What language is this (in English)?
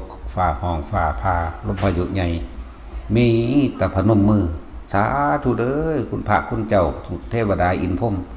Northeastern Thai